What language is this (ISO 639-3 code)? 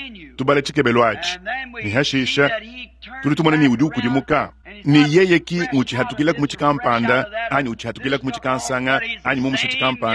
lua